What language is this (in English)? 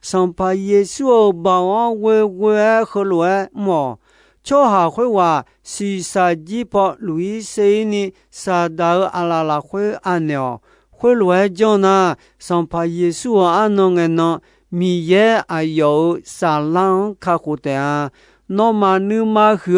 Akha